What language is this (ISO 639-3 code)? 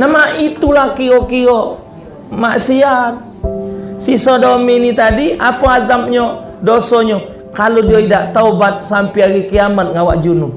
mui